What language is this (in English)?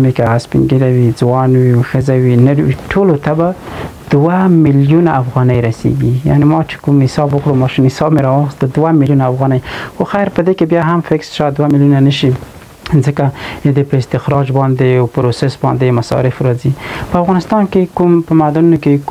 Pashto